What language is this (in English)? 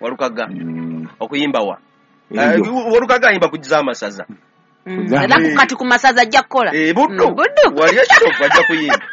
Ganda